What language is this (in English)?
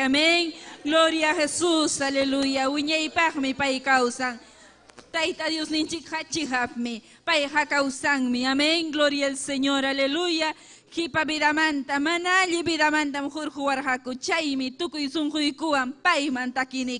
Ayacucho Quechua